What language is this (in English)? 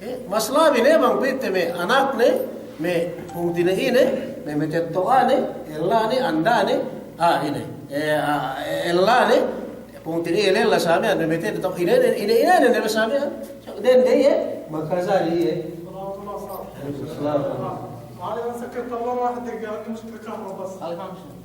Yakan